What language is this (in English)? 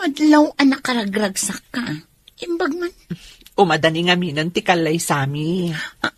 Iloko